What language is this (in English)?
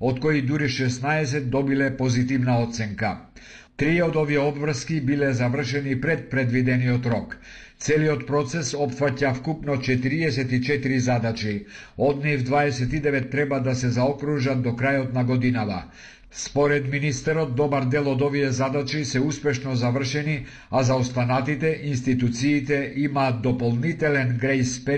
Macedonian